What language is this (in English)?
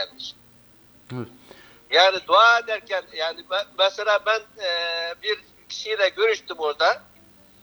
Turkish